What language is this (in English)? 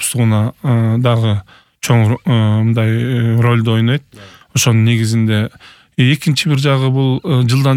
Kyrgyz